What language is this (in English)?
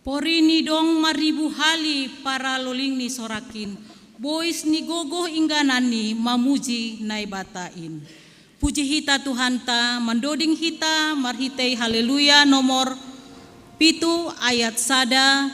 Batak Simalungun